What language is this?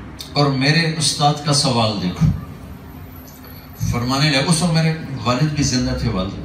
Urdu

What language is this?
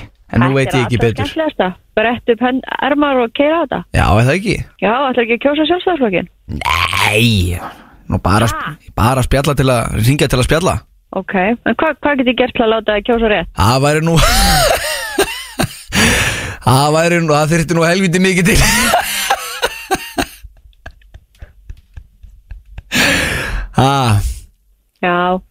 Icelandic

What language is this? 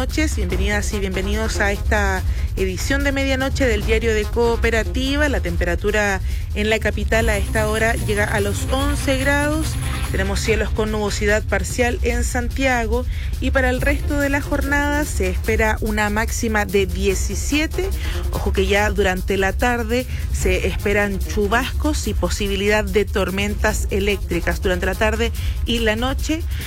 Spanish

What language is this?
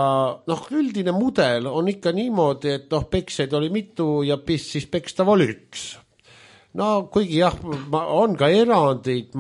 Estonian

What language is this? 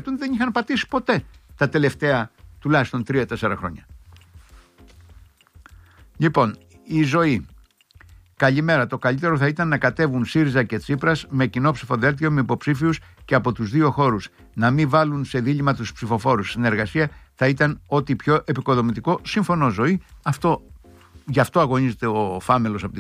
Greek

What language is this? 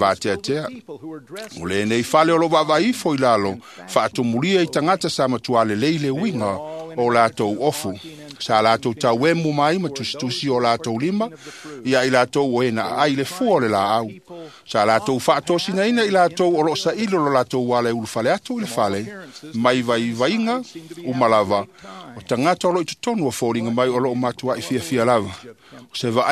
Samoan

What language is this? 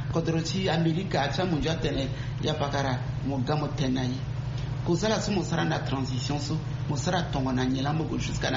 Sango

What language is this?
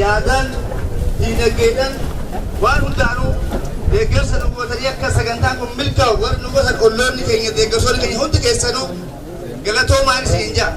Oromo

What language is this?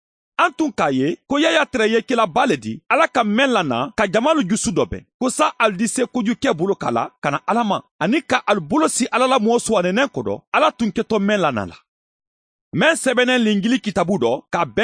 Mandingo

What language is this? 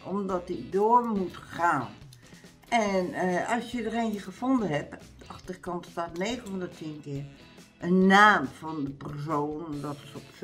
Dutch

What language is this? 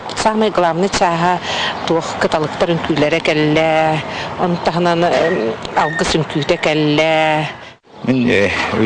Yakut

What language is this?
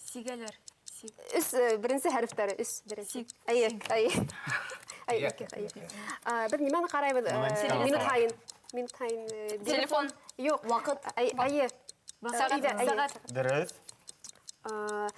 Bashkir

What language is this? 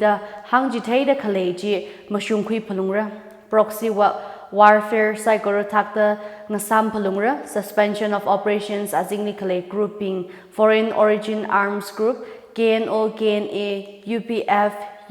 Tangkhul Naga (India)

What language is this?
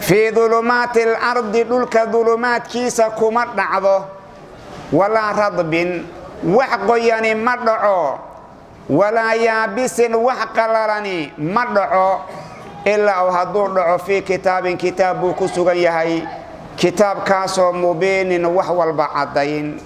Somali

